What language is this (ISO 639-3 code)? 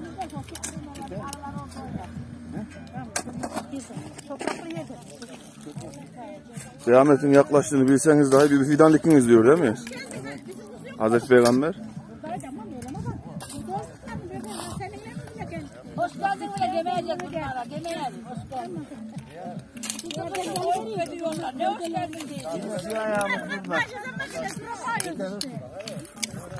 tur